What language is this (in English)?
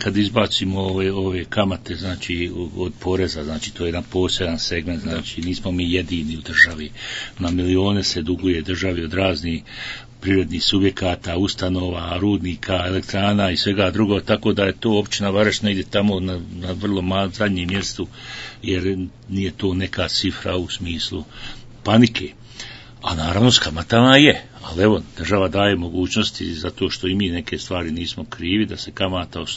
Bosnian